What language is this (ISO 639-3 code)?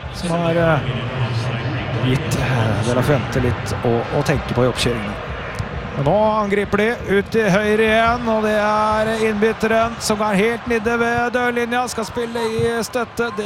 nor